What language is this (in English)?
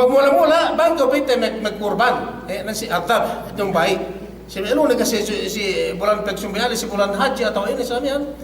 Yakan